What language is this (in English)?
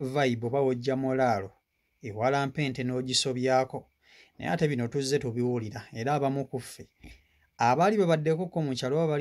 Ganda